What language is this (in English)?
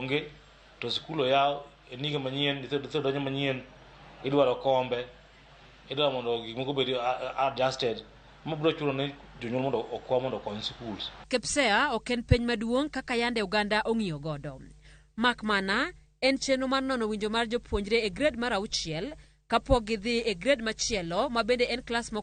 Luo (Kenya and Tanzania)